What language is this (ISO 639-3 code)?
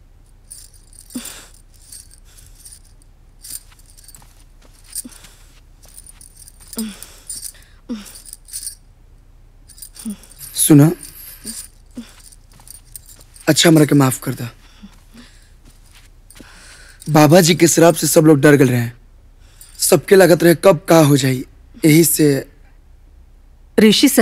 bho